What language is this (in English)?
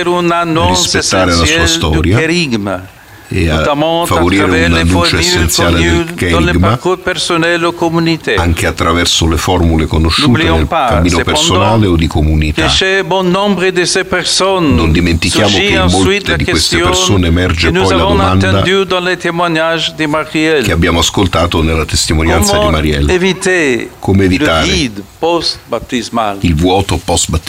Italian